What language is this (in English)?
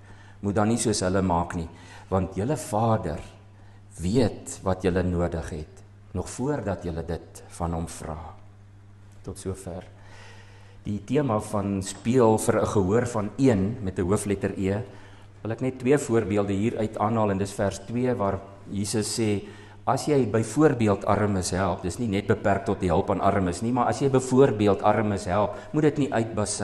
Afrikaans